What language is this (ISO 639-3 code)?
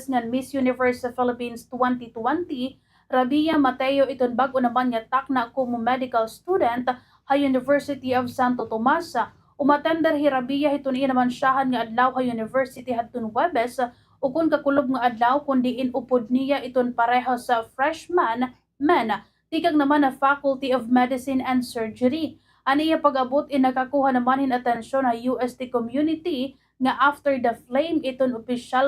war